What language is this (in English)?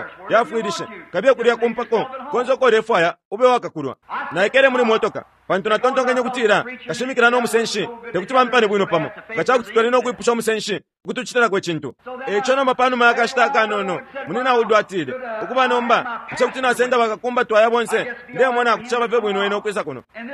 Bemba